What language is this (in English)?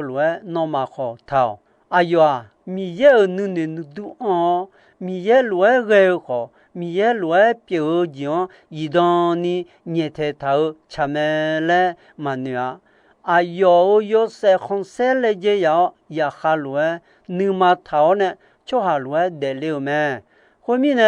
Akha